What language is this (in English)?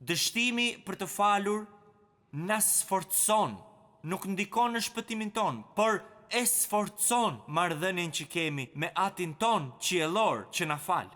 Albanian